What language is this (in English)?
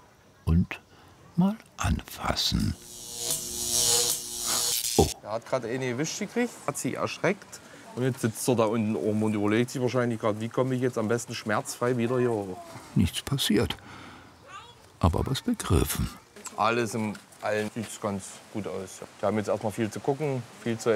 German